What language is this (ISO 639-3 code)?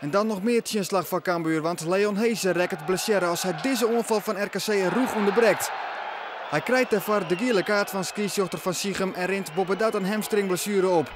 fry